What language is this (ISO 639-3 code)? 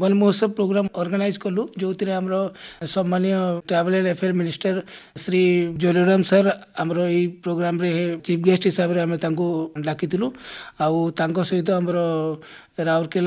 ori